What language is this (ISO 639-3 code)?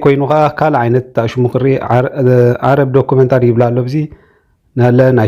tir